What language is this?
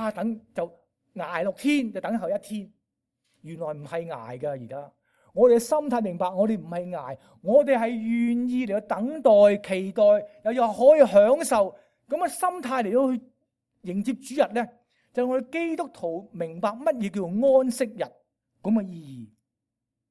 Cantonese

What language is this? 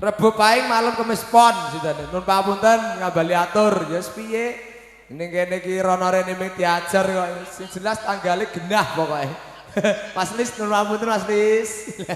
Javanese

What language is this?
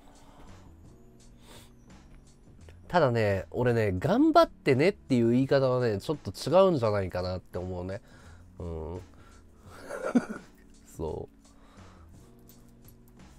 Japanese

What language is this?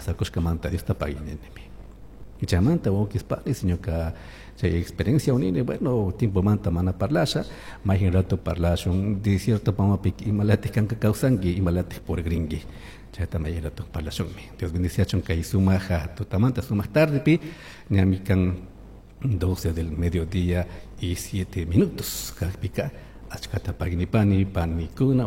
Chimborazo Highland Quichua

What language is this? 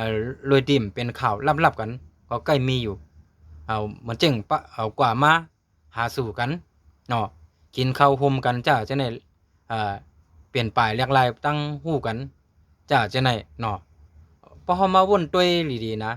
Shan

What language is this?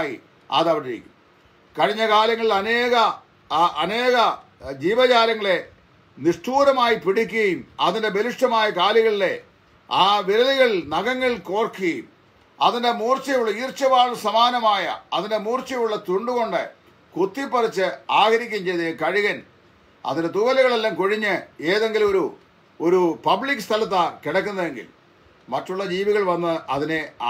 Malayalam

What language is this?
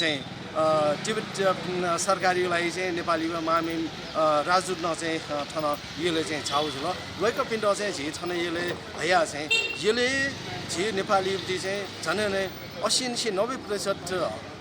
Newari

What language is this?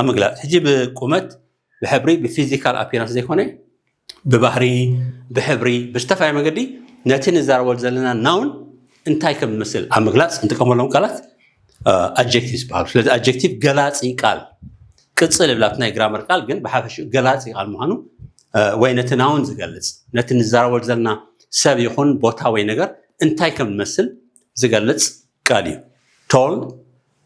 Tigrinya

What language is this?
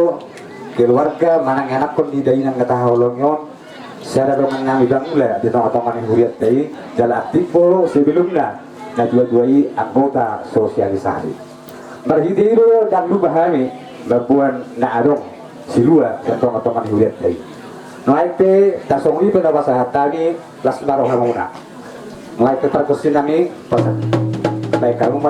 Batak Toba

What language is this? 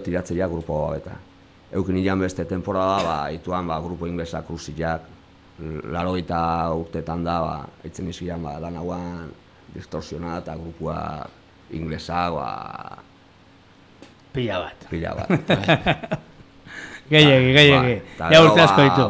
Basque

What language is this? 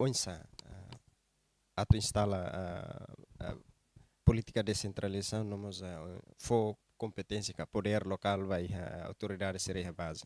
Tetum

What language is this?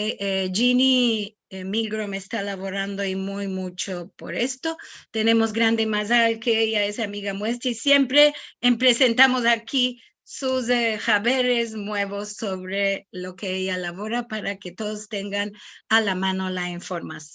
Ladino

